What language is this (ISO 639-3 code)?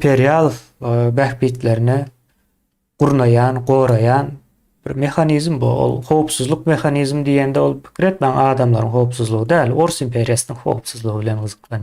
tuk